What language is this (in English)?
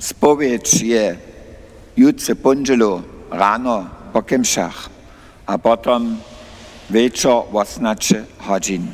Upper Sorbian